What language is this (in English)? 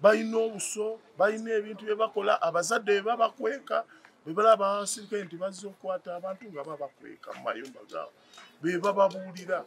Ganda